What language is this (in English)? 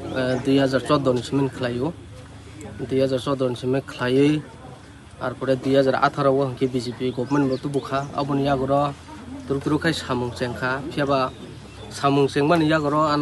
Kok Borok